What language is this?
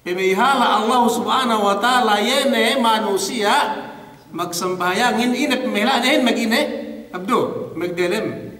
Yakan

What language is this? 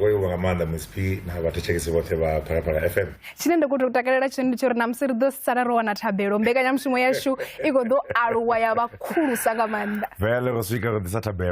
Venda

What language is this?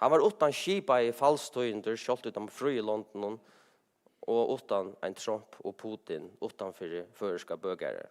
Faroese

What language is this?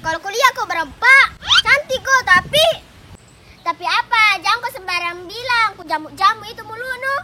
Makassar Malay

